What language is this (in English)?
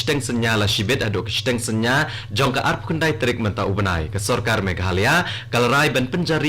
Khasi